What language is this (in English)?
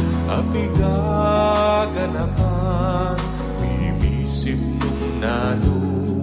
Pampanga